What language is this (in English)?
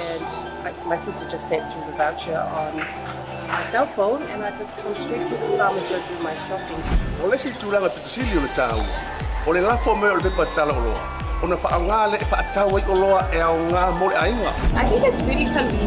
Samoan